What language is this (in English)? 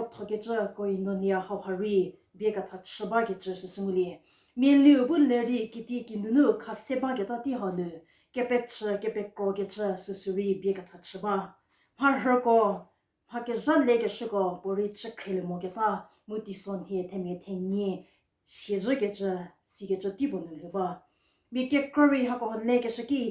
Angami Naga